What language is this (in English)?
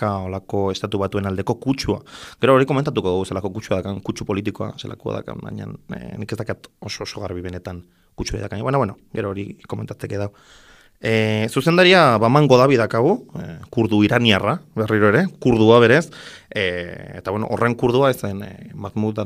Basque